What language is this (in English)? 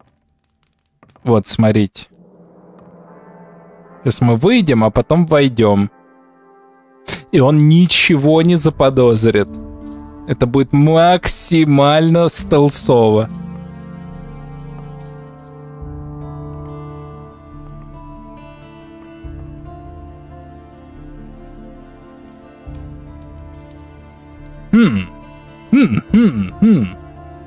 Russian